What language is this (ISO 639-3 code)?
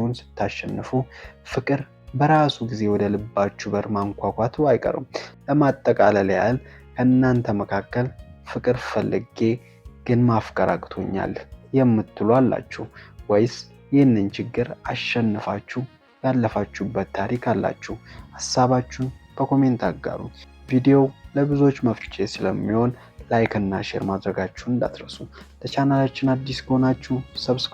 amh